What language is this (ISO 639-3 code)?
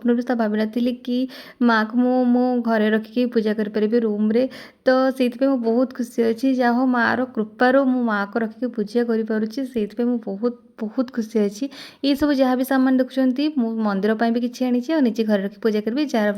ori